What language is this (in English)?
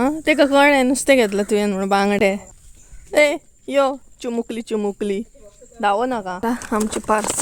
Konkani